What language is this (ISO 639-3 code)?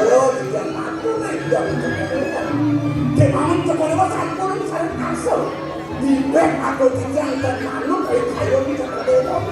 ban